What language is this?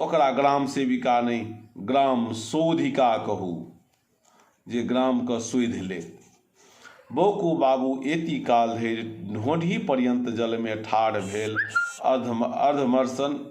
Maithili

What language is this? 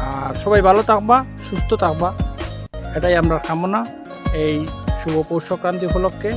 Sylheti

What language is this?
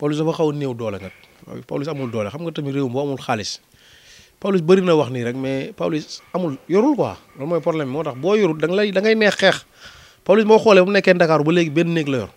Wolof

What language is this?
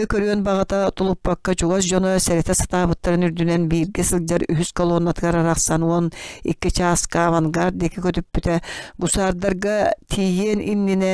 Yakut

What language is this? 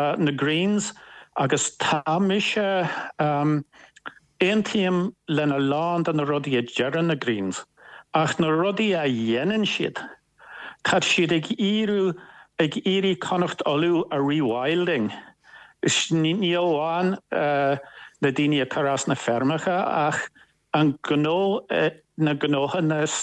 Irish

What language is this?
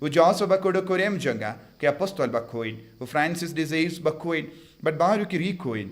Khasi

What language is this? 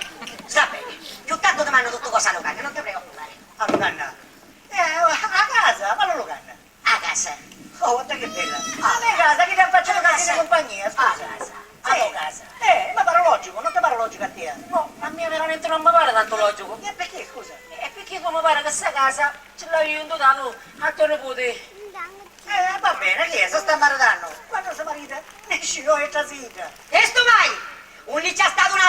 Sicilian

